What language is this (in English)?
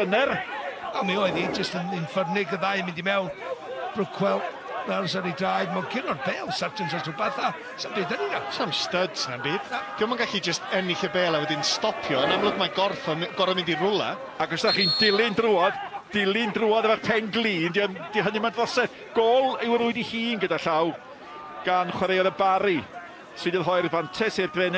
Welsh